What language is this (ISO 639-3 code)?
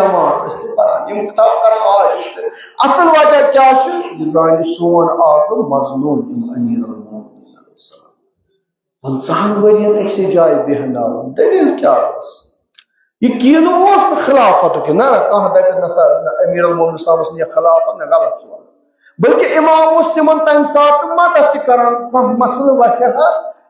kas